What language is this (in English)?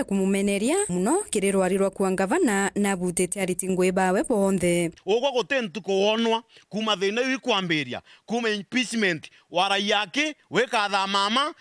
Meru